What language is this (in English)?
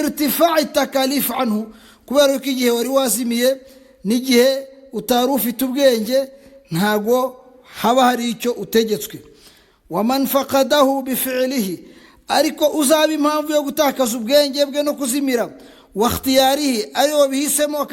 Kinyarwanda